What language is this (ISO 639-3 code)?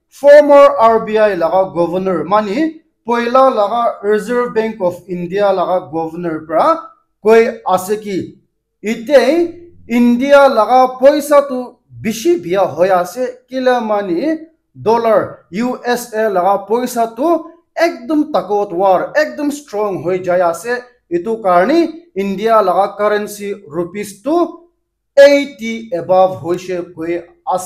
nag